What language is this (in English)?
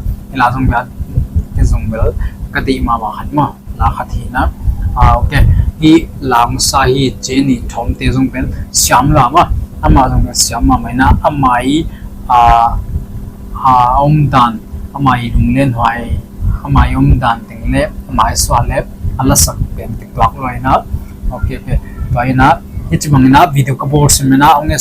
Tedim Chin